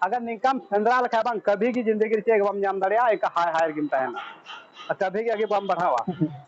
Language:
Santali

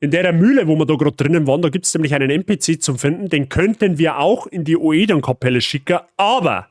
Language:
Bavarian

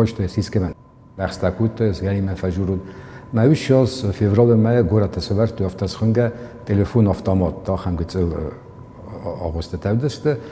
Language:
Ossetic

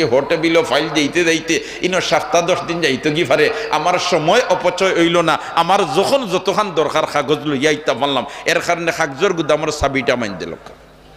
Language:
Sylheti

